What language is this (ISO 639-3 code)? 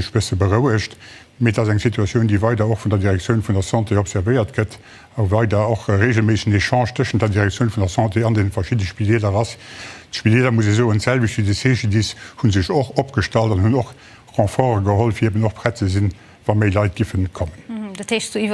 ltz